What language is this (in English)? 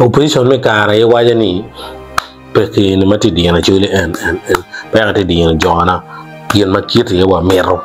Acoli